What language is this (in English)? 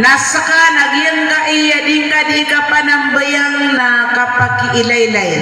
Maranao